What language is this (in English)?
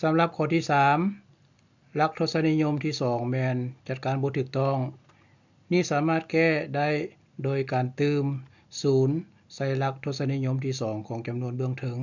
Lao